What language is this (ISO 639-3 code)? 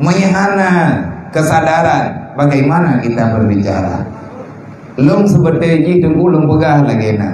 ace